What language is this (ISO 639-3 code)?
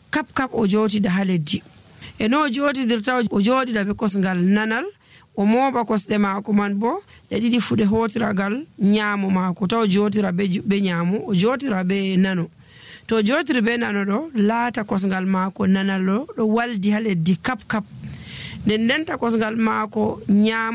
fuv